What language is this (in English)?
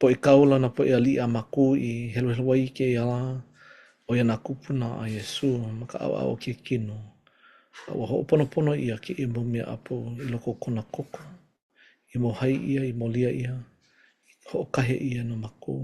Hawaiian